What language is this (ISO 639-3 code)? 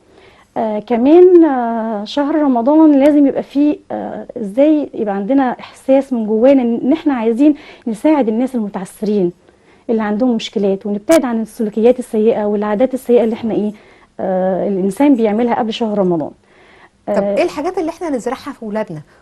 arz